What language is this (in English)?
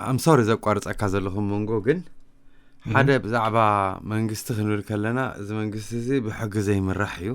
Tigrinya